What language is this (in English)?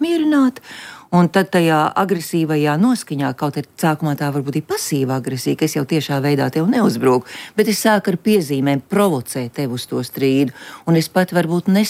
Latvian